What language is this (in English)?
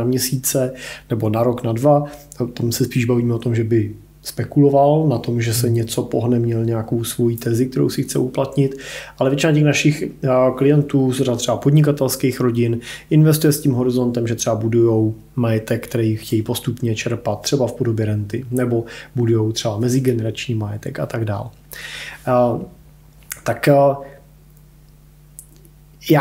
Czech